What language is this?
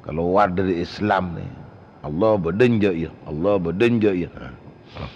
Madurese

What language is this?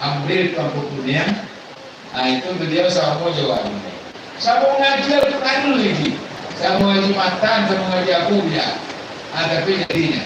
Minangkabau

